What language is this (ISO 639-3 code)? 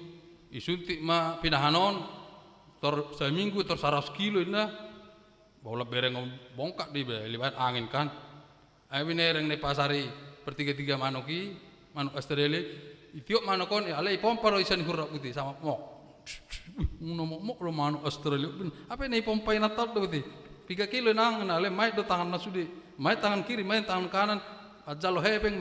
bbc